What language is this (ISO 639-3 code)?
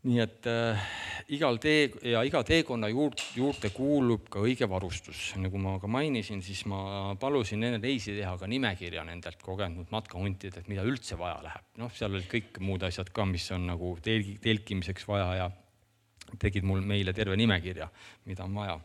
est